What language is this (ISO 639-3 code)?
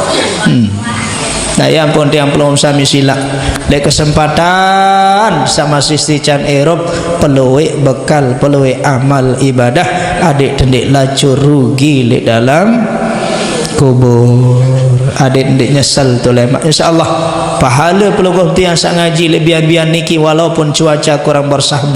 sas